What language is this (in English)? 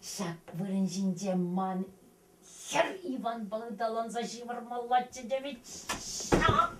Chuvash